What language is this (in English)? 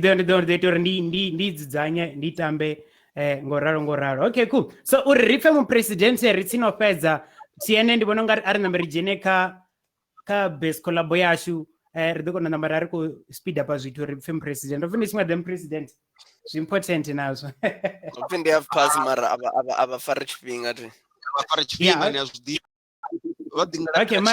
Venda